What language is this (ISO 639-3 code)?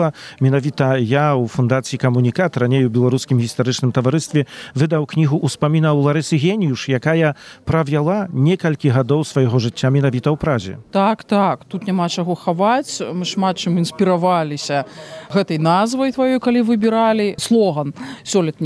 bel